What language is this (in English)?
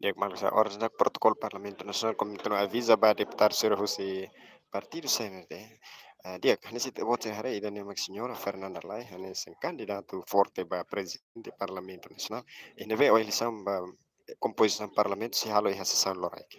Tetum